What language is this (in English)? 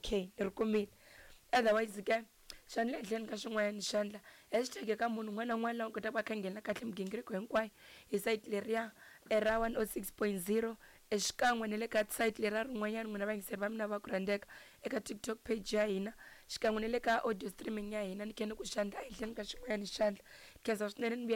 Tsonga